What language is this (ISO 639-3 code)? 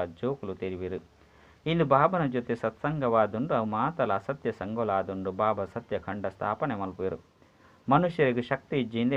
tcy